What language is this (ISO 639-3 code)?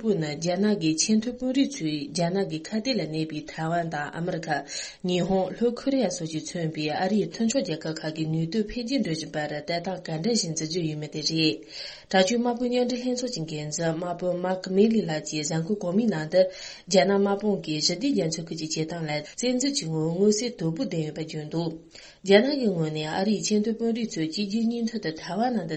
bod